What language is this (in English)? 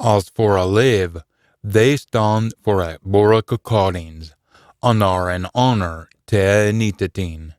Scots